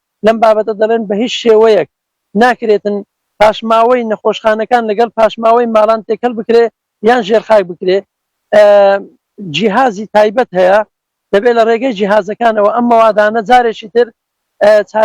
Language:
Central Kurdish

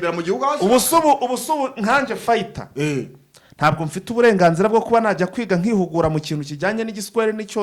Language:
Kinyarwanda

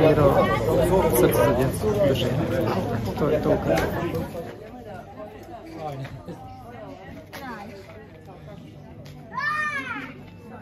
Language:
Bosnian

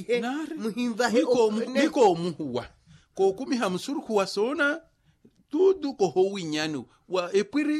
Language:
Makhuwa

